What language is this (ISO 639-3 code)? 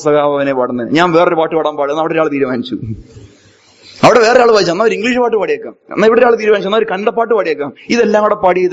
mal